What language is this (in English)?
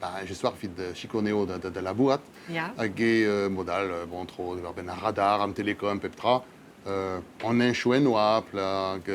Breton